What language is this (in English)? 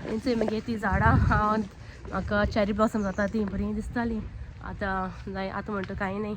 Konkani